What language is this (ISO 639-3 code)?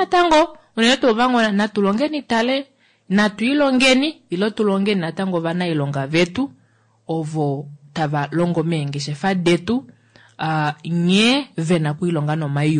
kua